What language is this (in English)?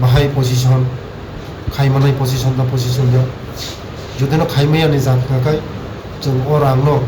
Kok Borok